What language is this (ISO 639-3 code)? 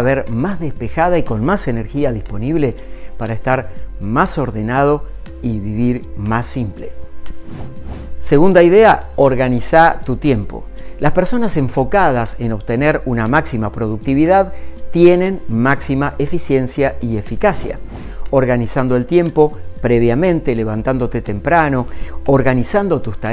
spa